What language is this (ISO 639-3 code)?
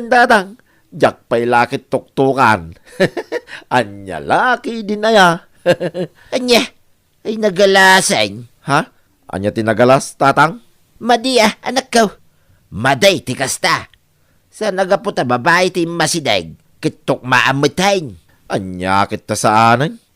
ilo